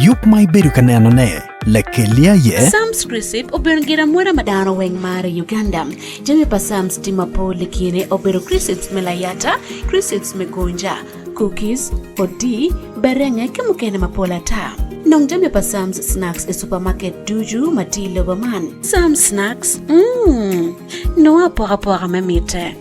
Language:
Acoli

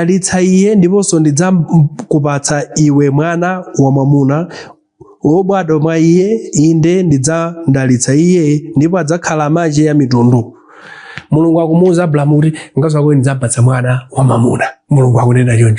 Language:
Nyanja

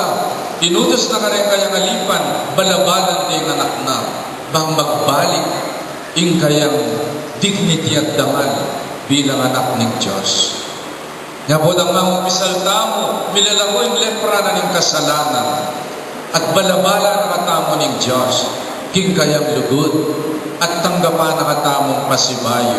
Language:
Pampanga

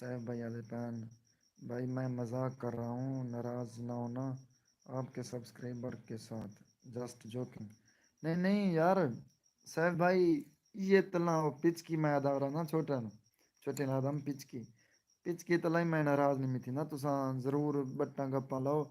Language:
Saraiki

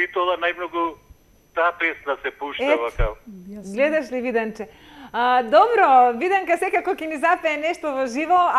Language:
Macedonian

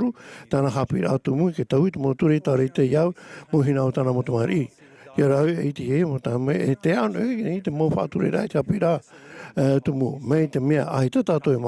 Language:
Tahitian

